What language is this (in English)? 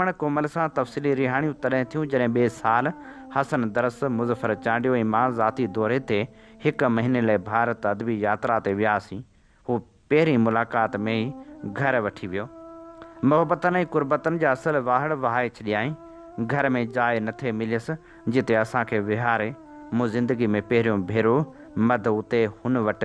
Sindhi